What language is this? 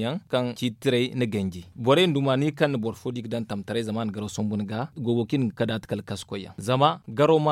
Zarma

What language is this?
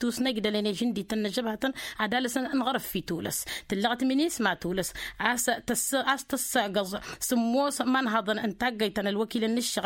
Tamasheq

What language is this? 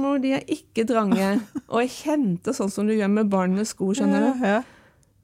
Norwegian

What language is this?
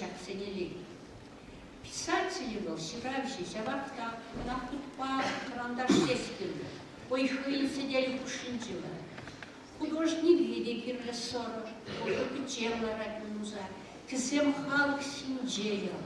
Chuvash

